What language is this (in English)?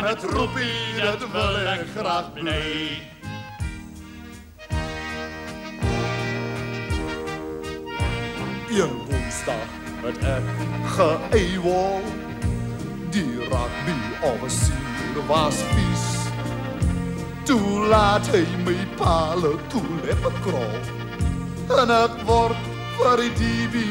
Afrikaans